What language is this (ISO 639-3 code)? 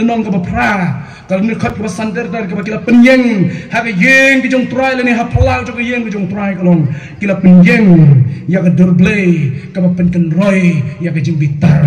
kha